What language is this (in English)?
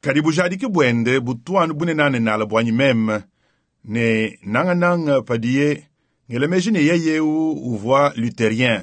Luba-Lulua